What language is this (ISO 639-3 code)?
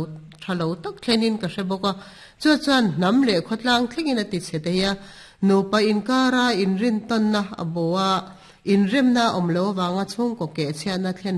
lus